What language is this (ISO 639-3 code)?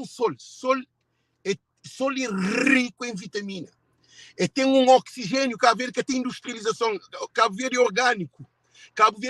kea